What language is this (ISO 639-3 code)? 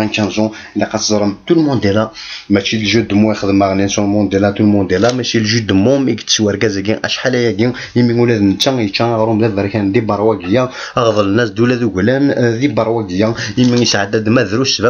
kab